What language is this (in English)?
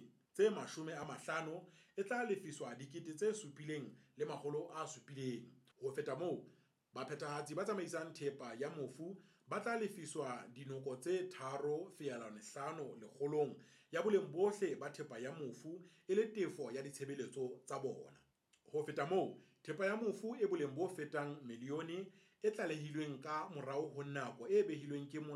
Southern Sotho